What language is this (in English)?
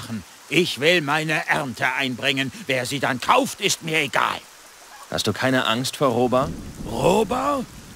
Bavarian